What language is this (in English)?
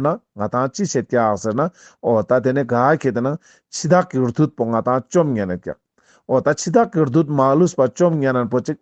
Ladakhi